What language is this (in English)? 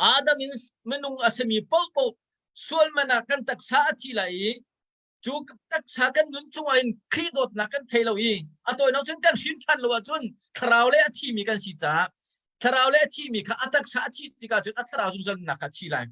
Hakha Chin